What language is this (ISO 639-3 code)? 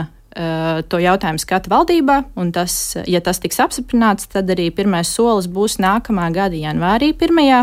lav